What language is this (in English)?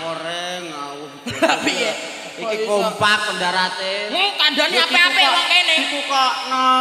Javanese